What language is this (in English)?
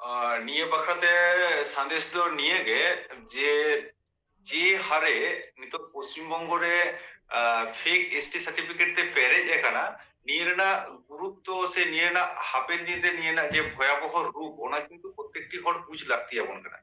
Santali